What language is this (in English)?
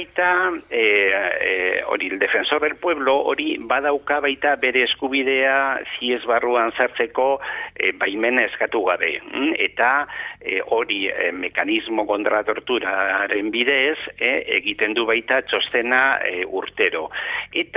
Basque